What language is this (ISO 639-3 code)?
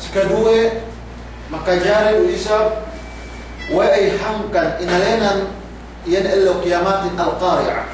yka